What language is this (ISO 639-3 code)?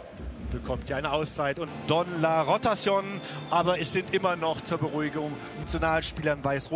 deu